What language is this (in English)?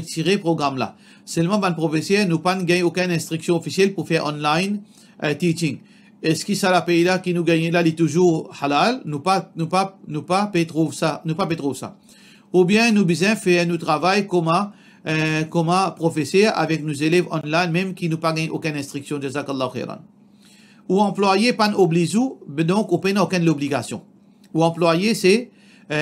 Morisyen